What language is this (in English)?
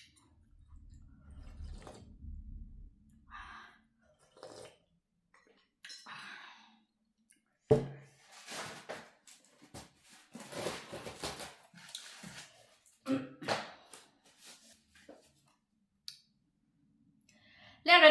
Northeastern Thai